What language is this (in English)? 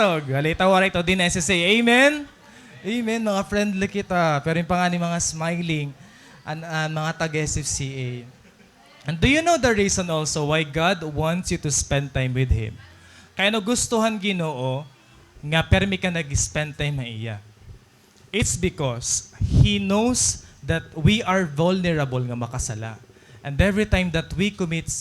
Waray